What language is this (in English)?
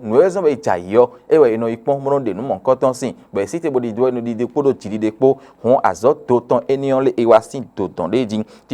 Fon